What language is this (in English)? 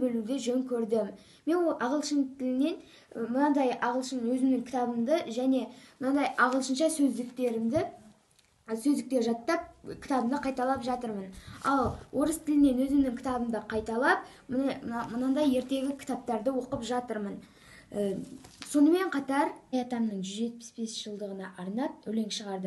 Kazakh